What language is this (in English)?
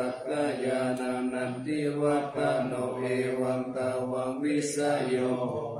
Pali